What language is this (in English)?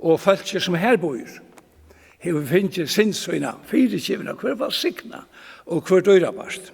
Faroese